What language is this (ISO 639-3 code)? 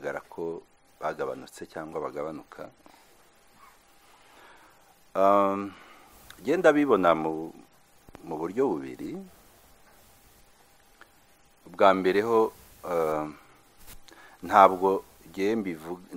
kin